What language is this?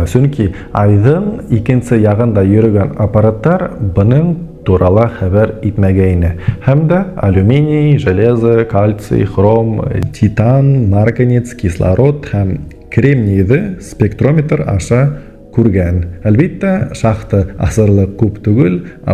Bashkir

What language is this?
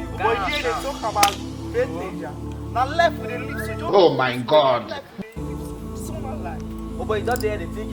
Nigerian Pidgin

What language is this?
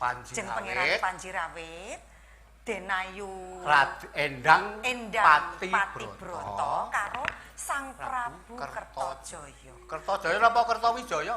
Javanese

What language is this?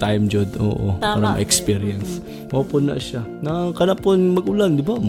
Cebuano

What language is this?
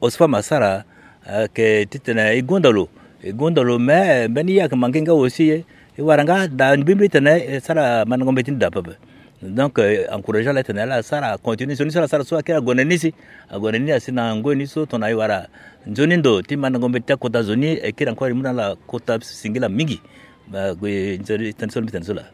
Sango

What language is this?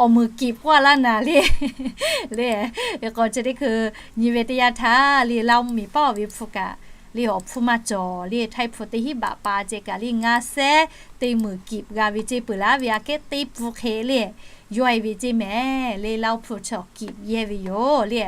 Lahu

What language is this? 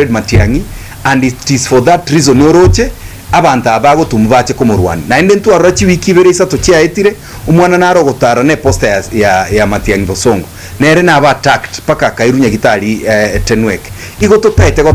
Gusii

